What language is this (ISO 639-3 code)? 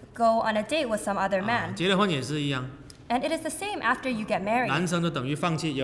zho